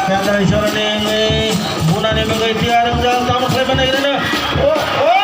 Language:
Kok Borok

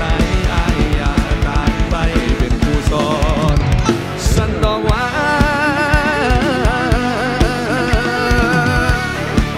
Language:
Thai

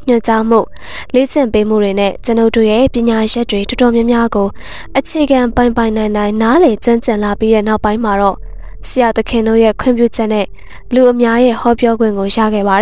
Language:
Burmese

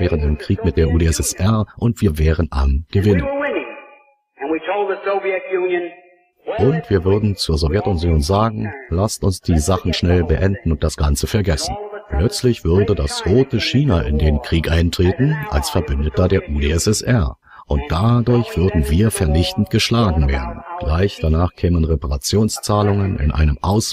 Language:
German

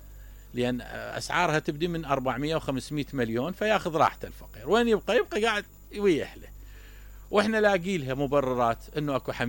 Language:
Mesopotamian Arabic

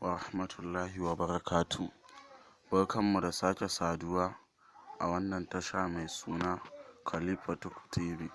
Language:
Hausa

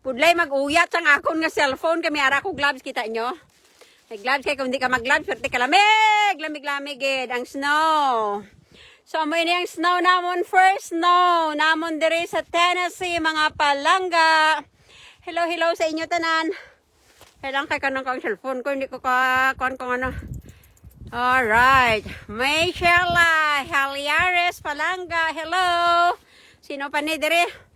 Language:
Hiligaynon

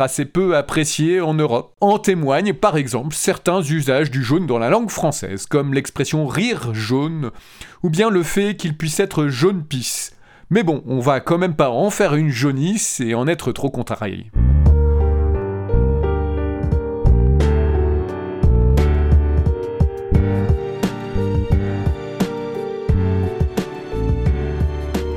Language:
French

